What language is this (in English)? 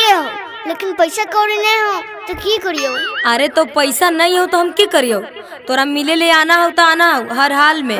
Magahi